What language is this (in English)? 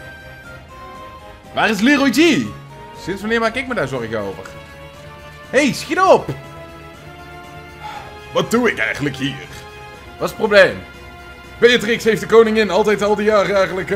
Dutch